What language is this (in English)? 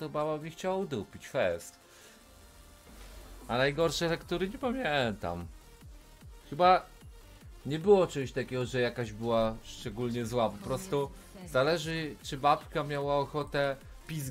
Polish